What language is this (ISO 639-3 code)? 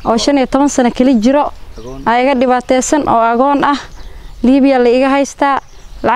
som